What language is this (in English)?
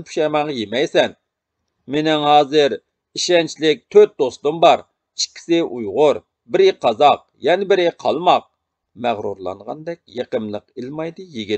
Uyghur